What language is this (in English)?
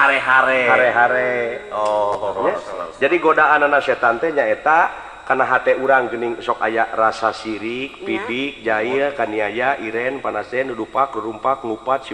Sundanese